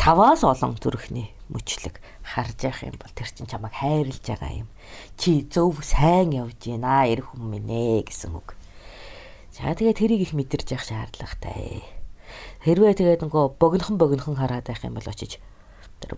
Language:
Mongolian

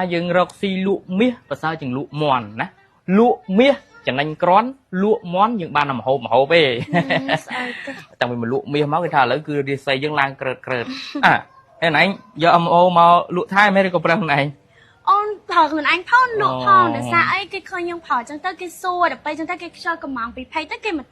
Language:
Khmer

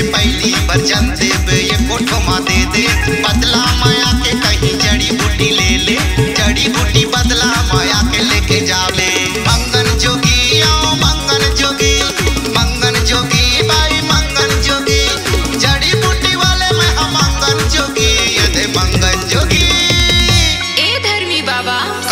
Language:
Chhattisgarhi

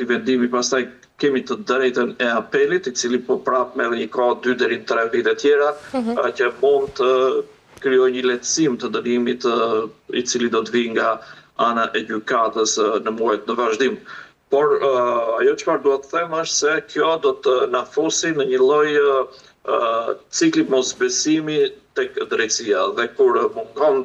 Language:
Albanian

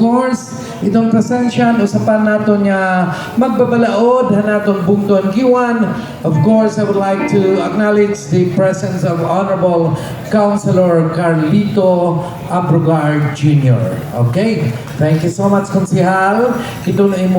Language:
Waray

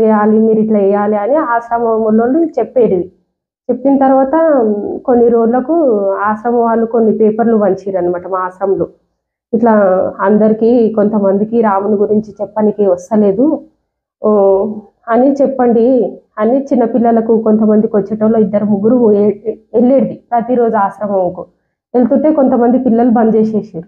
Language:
Telugu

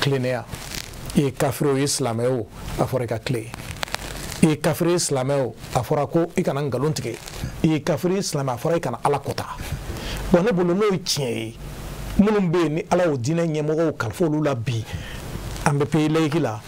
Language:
Bambara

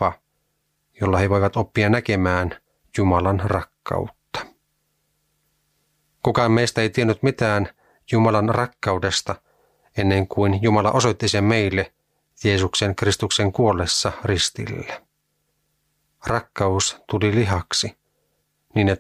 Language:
Finnish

